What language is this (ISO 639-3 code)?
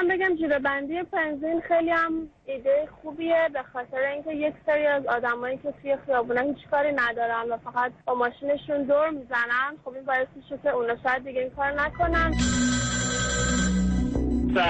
fas